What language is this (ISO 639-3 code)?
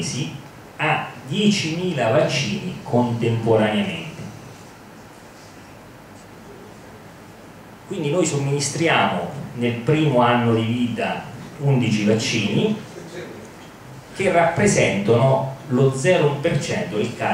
ita